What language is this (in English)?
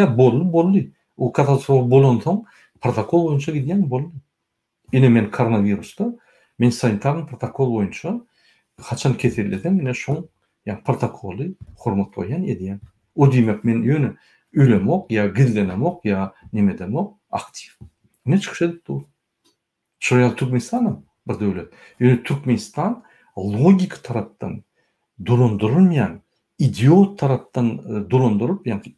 Turkmen